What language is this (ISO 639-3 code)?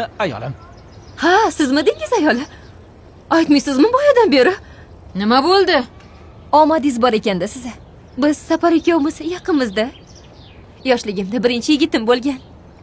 uzb